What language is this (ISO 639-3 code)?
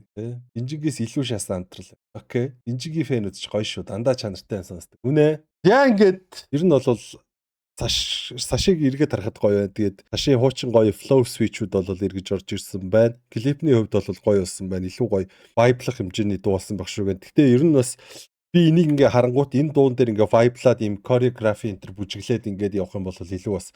mon